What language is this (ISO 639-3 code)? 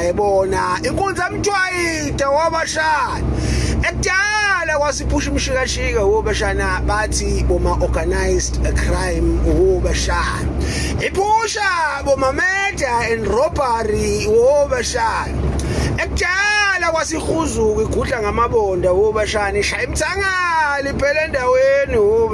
zul